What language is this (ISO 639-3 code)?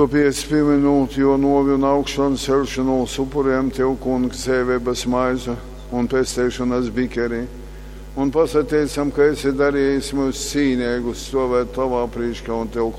ltg